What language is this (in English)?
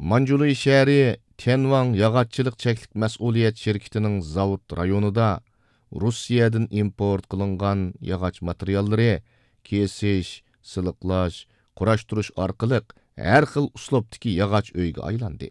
Uyghur